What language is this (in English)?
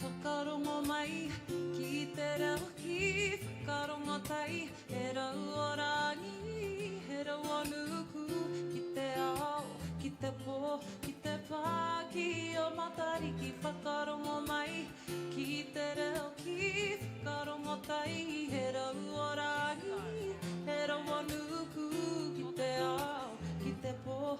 Māori